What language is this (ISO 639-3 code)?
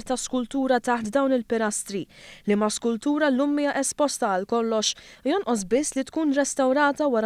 mlt